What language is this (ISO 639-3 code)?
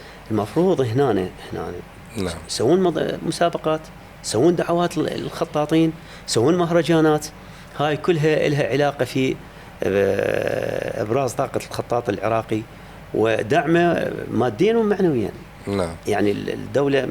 acm